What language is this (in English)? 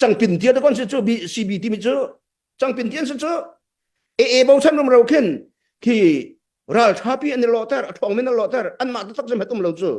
Hakha Chin